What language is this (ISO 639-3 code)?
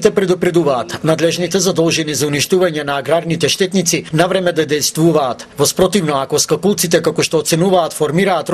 mkd